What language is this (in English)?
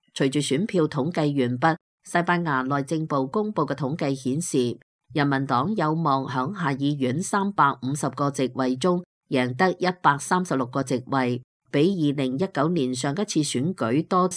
Cantonese